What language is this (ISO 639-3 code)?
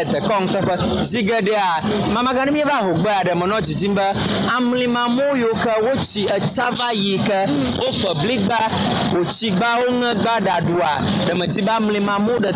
ewe